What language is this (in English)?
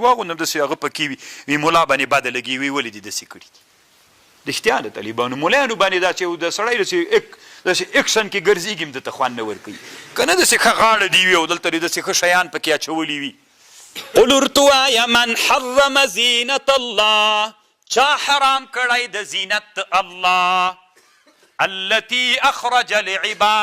Pashto